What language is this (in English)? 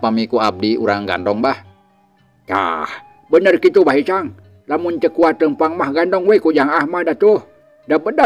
Sundanese